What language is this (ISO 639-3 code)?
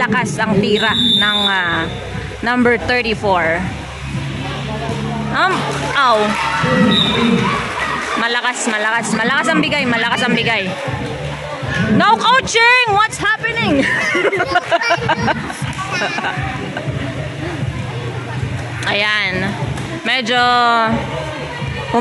fil